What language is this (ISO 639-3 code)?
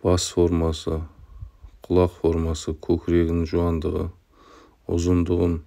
kaz